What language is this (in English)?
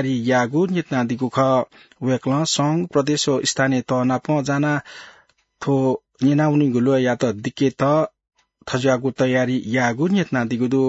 Newari